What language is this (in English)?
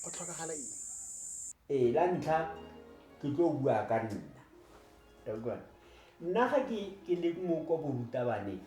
Tswana